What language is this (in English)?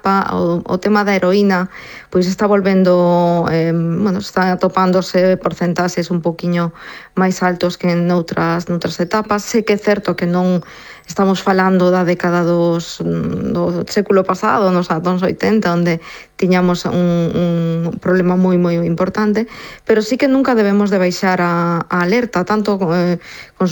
Galician